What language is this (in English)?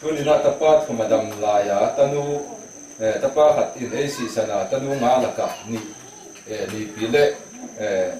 Tedim Chin